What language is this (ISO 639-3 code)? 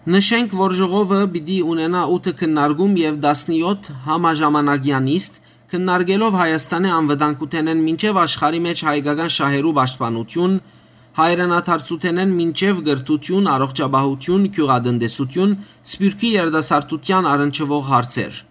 hyw